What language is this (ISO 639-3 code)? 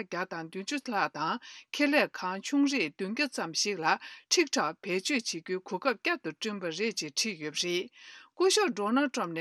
bod